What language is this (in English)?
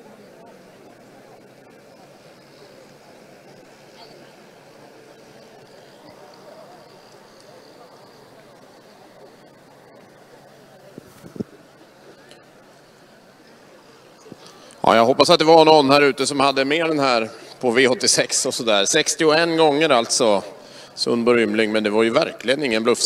Swedish